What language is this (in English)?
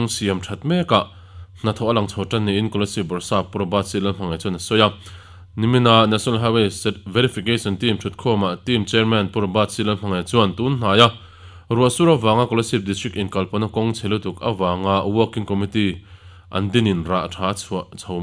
Mizo